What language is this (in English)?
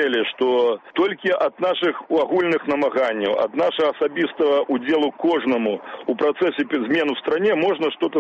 Belarusian